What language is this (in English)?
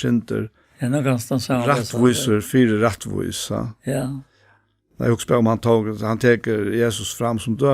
Faroese